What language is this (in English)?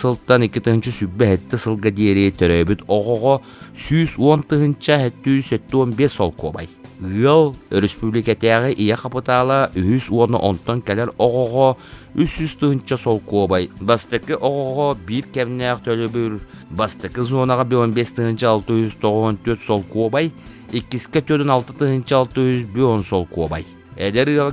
Yakut